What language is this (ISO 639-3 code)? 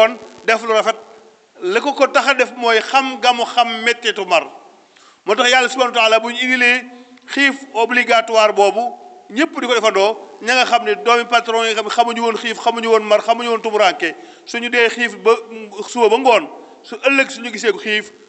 wol